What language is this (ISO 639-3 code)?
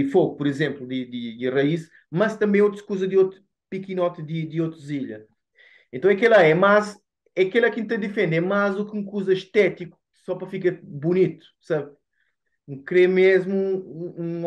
kea